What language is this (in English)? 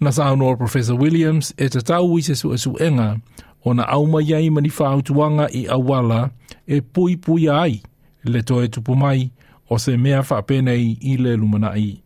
Samoan